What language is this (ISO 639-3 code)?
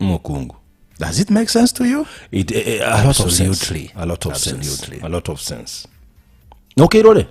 guz